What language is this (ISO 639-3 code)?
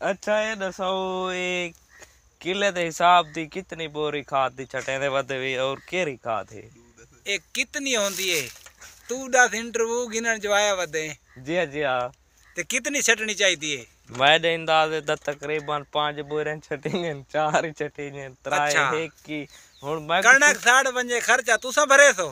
skr